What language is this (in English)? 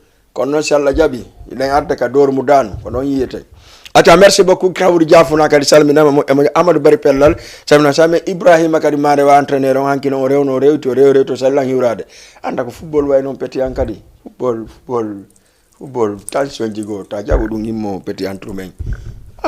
Fula